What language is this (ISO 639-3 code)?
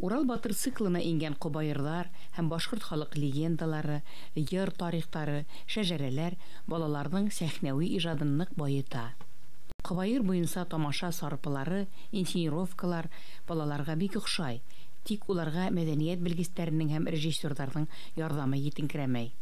bak